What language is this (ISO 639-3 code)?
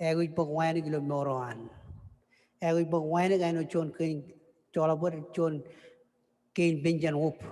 mah